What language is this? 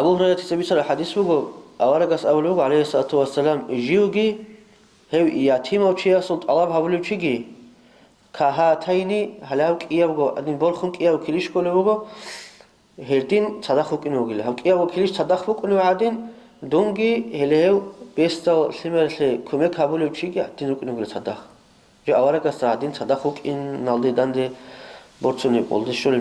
Avaric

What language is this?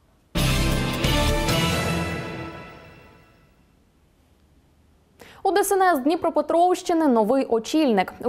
Ukrainian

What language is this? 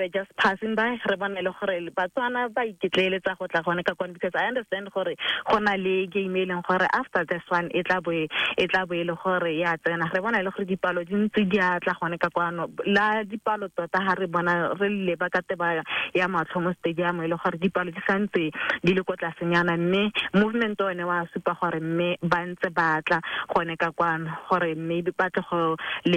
Tswana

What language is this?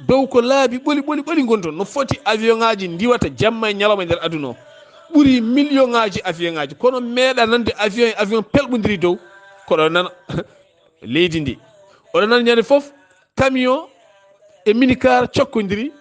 Fula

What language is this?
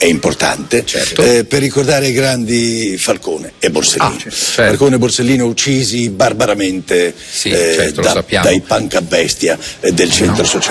Italian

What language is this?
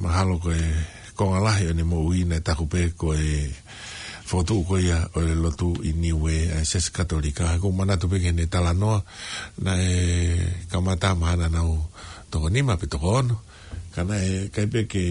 Tongan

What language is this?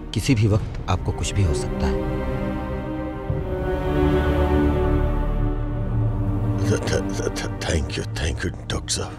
Bhojpuri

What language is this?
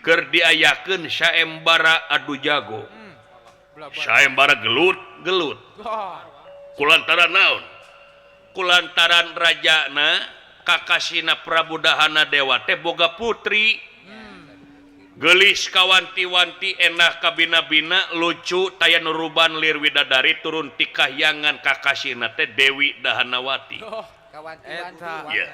Sundanese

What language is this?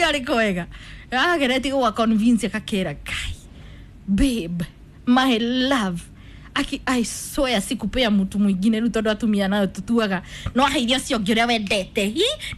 Kikuyu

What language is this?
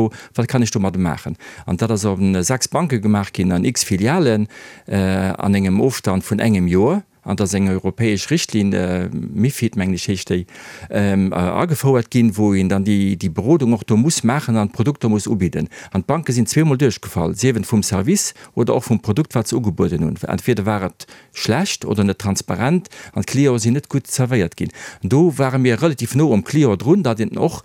Luxembourgish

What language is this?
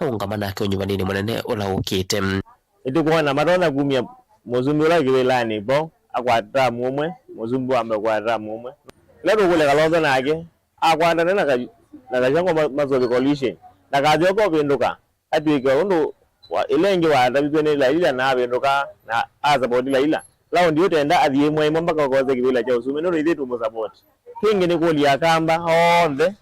Kamba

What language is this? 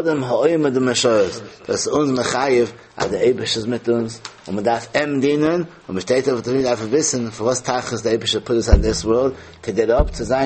Yiddish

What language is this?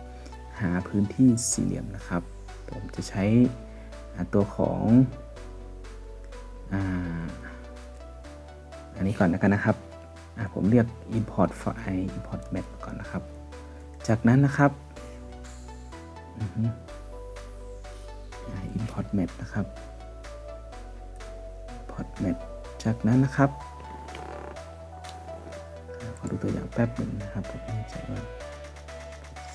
Thai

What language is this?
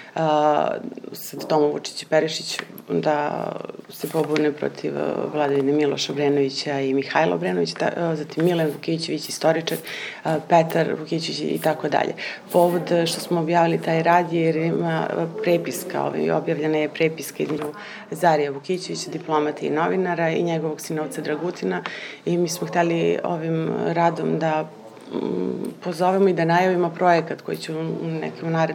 Serbian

